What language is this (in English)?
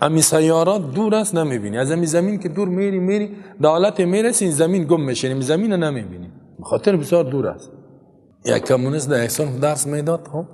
Persian